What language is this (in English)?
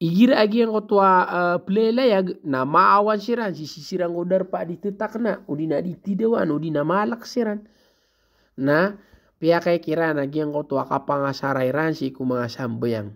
Maranao